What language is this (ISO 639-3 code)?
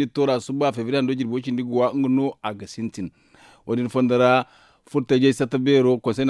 dje